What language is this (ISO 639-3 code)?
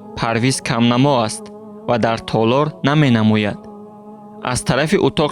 tgk